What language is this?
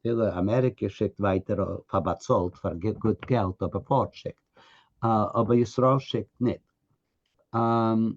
Yiddish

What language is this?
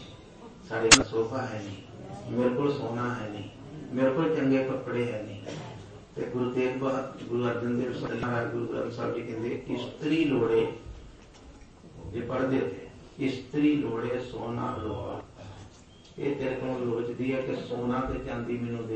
Punjabi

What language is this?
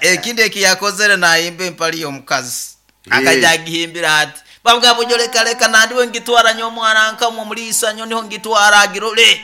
Nyankole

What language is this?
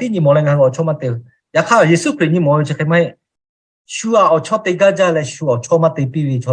Lahu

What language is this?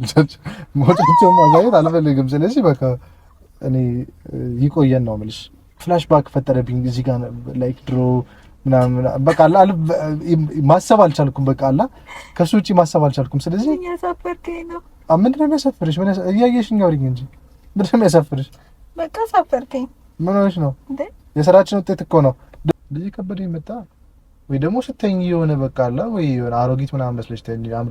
Amharic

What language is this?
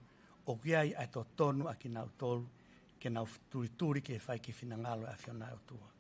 Tongan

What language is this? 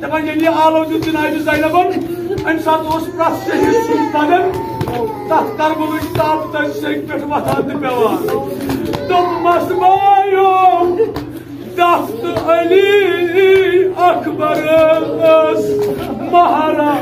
Kashmiri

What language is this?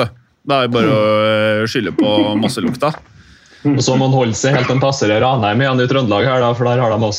Norwegian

